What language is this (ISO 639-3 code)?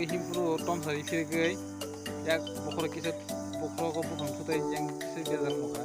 trp